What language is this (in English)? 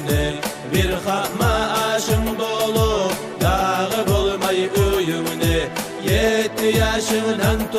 Kumyk